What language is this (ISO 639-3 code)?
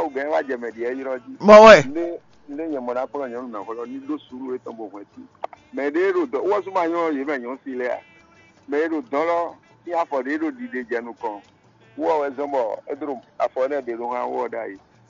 fon